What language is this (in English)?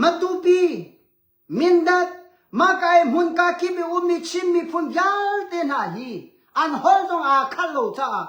Hakha Chin